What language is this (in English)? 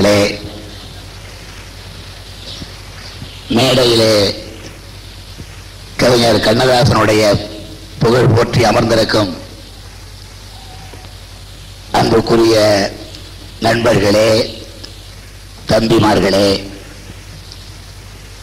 Tamil